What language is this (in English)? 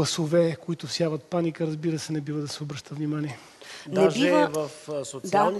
Bulgarian